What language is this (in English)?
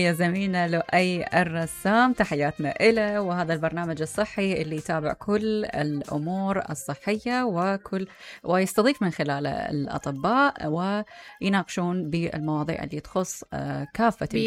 Mesopotamian Arabic